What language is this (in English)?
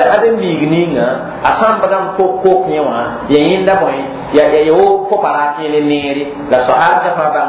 Mossi